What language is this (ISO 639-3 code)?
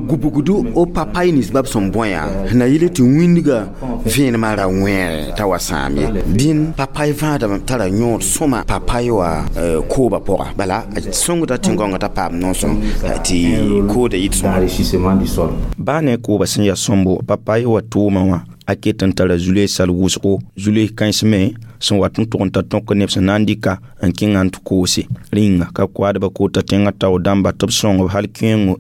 mos